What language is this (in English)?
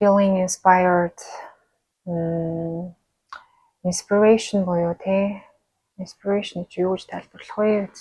Mongolian